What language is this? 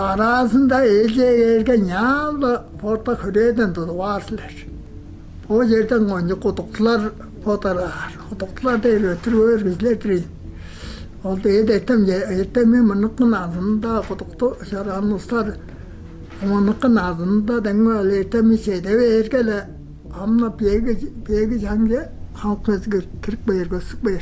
Tuvinian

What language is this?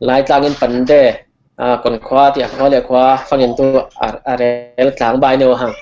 Falam Chin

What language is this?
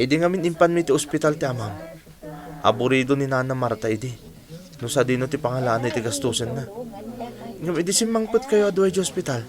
Iloko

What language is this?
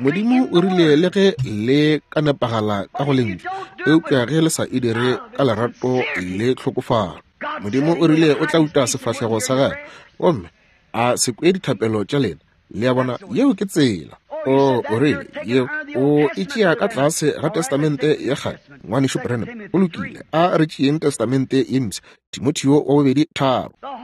Northern Sotho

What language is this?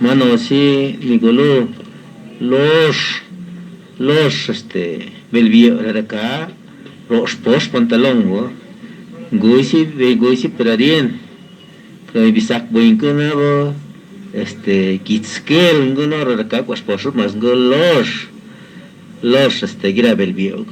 Lachiguiri Zapotec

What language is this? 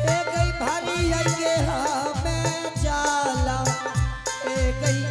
Angika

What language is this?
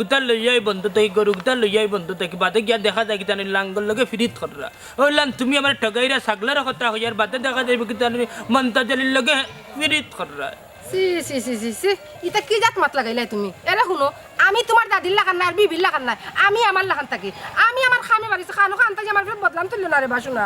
Sylheti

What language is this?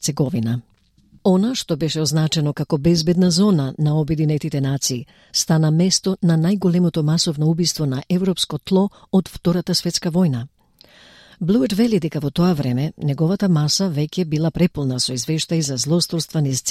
Macedonian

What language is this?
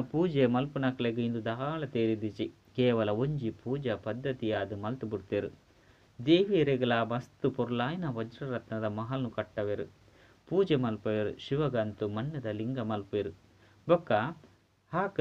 Tulu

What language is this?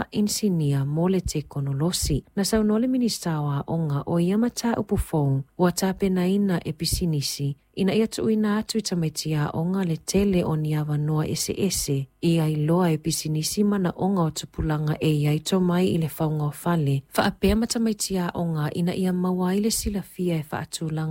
Samoan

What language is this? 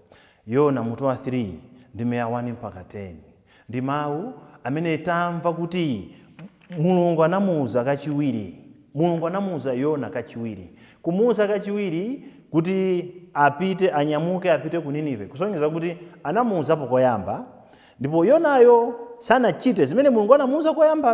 Nyanja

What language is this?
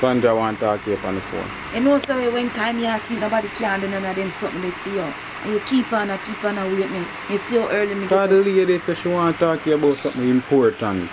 Jamaican Creole English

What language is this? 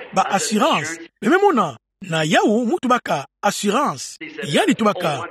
Kituba (Democratic Republic of Congo)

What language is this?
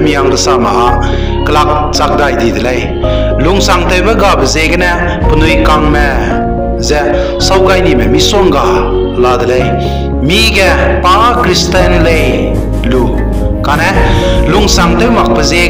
Zeme Naga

